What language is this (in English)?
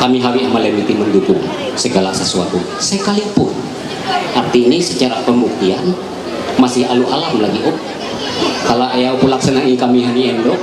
Ma'anyan